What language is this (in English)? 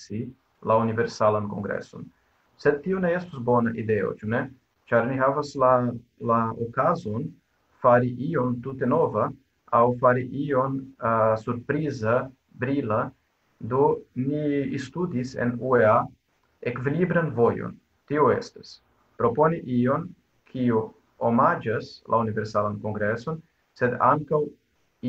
Esperanto